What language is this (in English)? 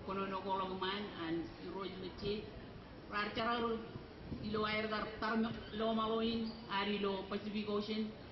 Marshallese